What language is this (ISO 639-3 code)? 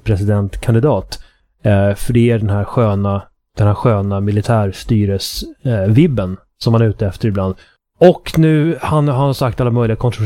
swe